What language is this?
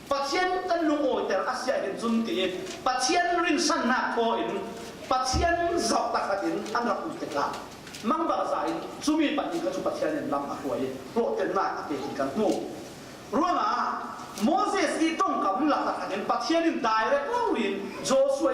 Falam Chin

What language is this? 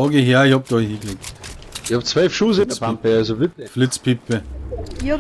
Bavarian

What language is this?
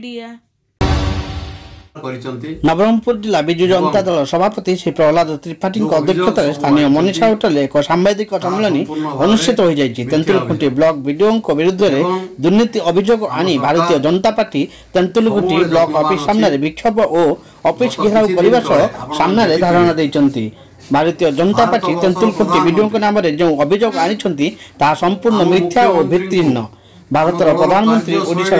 Odia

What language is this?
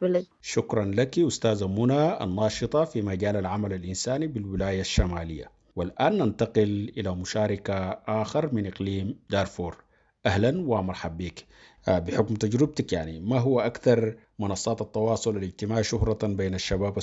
Sudanese Arabic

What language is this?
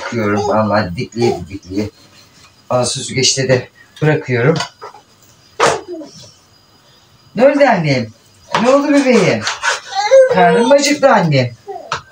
Turkish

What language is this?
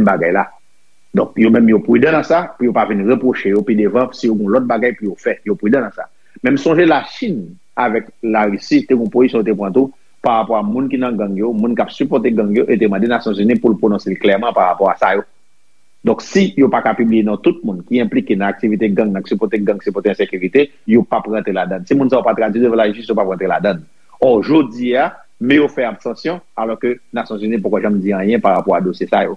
Haitian Creole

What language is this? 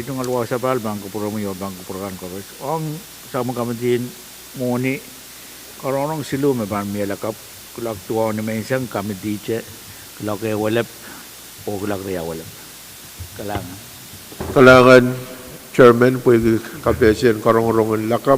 Pohnpeian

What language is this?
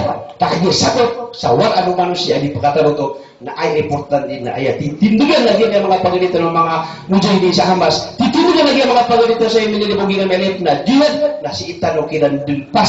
Maranao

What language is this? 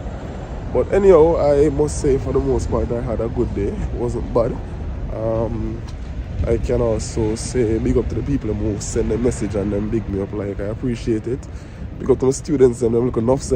Jamaican Creole English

